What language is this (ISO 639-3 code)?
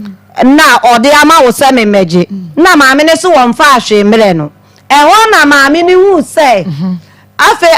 aka